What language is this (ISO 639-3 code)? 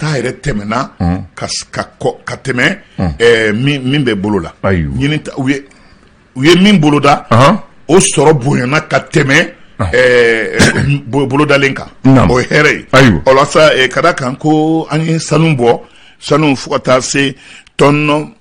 bam